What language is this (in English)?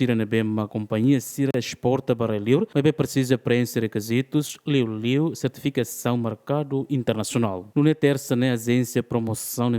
Tetum